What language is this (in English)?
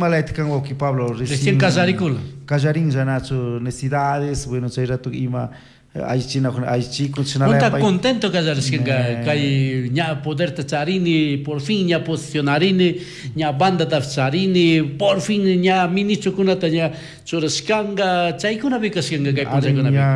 Chimborazo Highland Quichua